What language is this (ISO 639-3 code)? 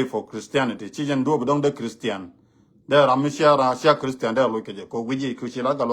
nus